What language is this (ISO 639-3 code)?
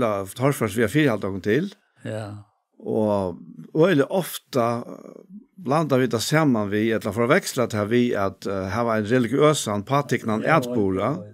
fao